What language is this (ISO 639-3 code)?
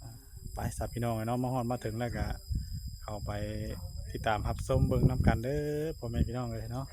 tts